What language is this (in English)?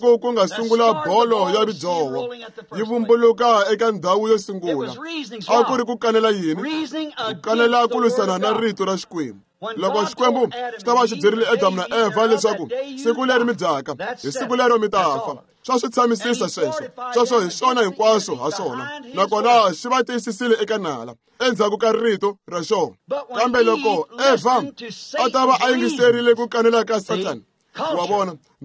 Tsonga